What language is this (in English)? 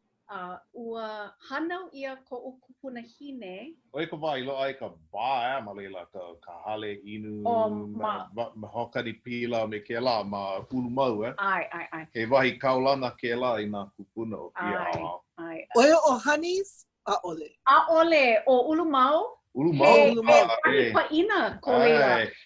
Hawaiian